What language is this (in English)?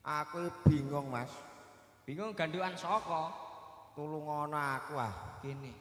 Javanese